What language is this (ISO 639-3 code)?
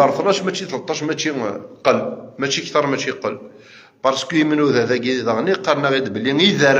kab